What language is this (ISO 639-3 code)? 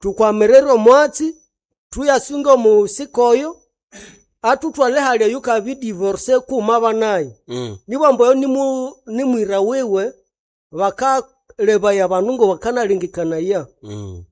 nnb